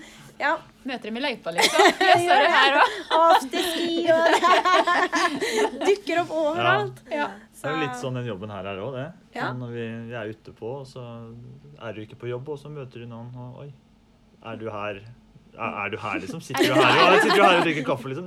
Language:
Norwegian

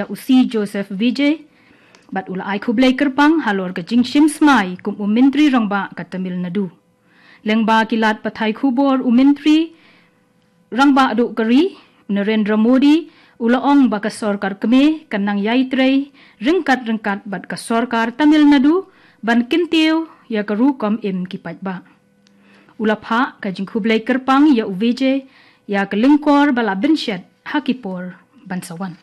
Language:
Khasi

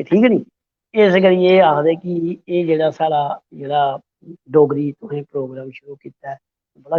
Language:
Dogri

